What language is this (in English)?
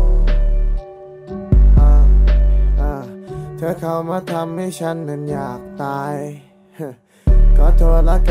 Thai